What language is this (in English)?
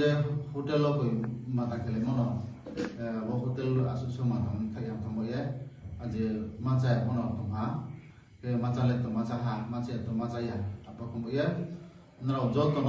Riang (India)